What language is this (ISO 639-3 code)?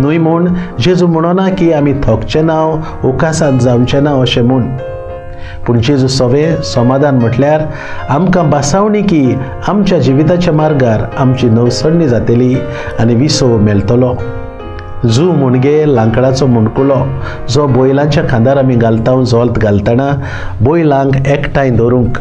kok